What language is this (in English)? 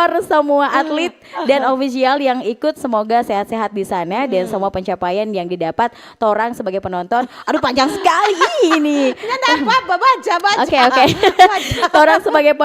Manado Malay